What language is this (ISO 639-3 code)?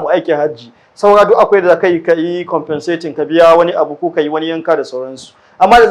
hau